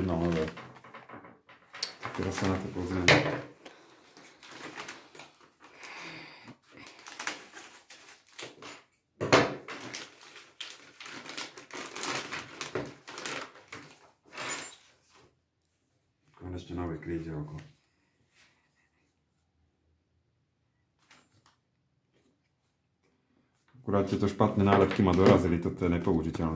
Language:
Slovak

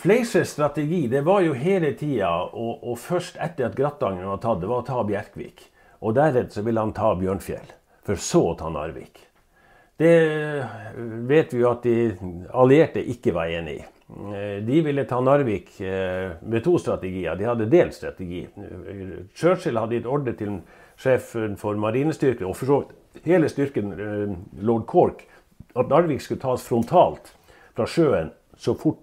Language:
Norwegian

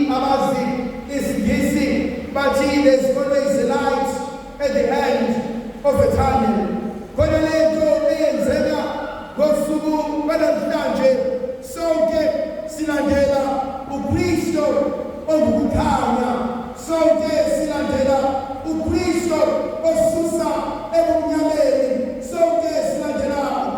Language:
Zulu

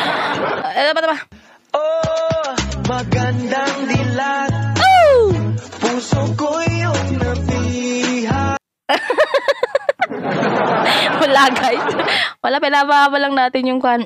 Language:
Filipino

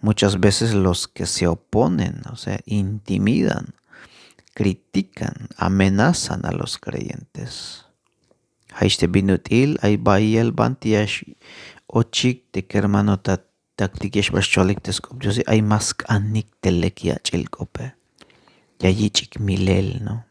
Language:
Tzeltal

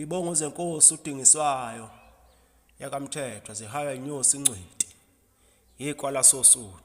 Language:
Zulu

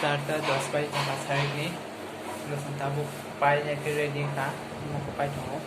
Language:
Kok Borok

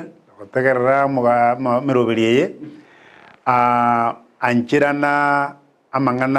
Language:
Gusii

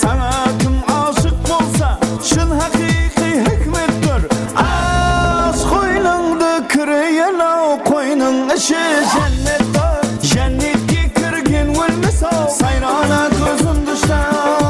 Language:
Kara-Kalpak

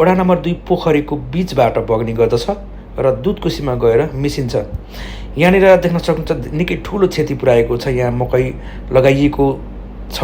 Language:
Nepali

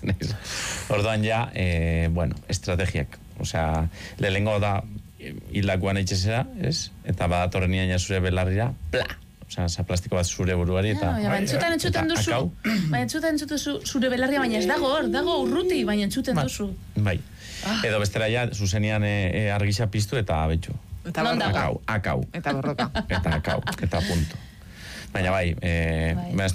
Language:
Basque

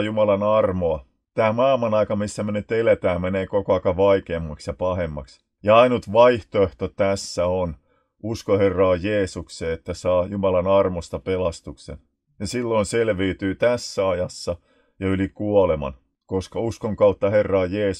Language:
Finnish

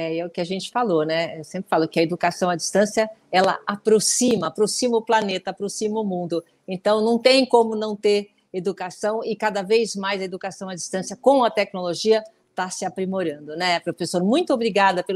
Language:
Portuguese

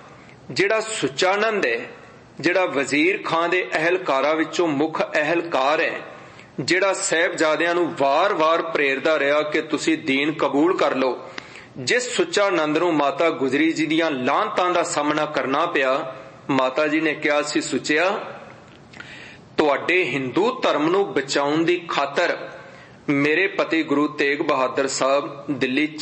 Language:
Punjabi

